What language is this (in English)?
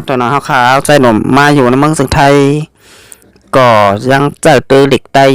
Shan